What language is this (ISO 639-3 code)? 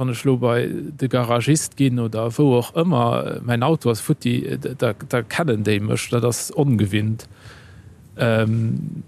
ltz